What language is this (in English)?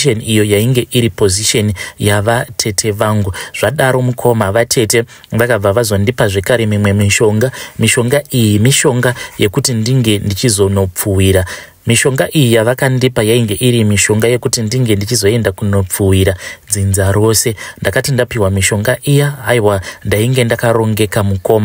Shona